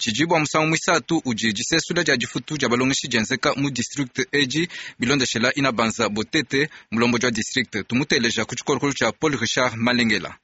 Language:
Luba-Lulua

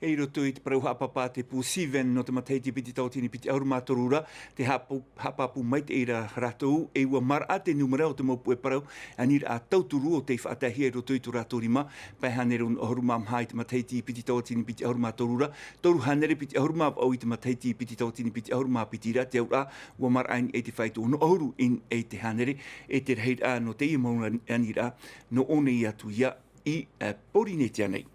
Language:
Tahitian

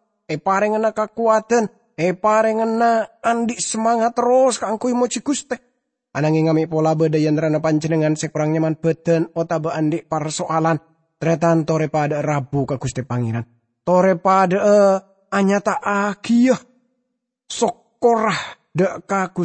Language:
Madurese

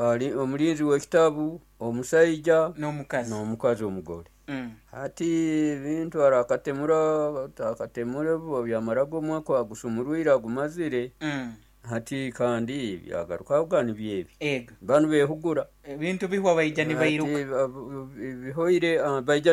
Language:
Nyoro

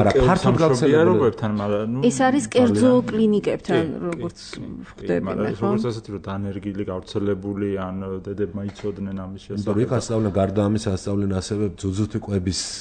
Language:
Georgian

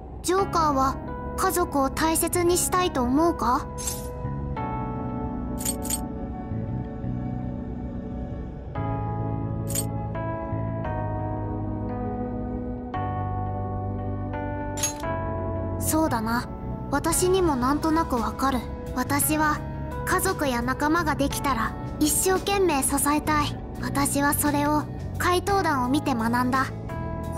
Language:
Japanese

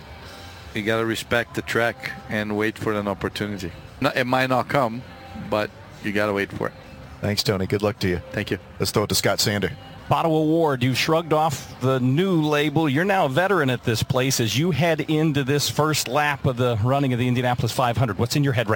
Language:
English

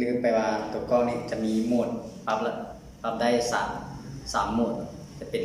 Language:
Lao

